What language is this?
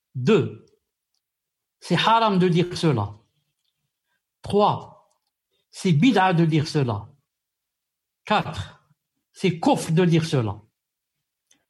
French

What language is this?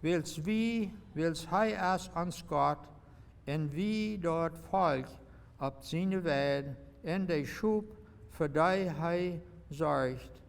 Plautdietsch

